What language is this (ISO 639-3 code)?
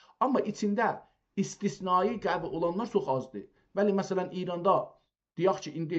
azb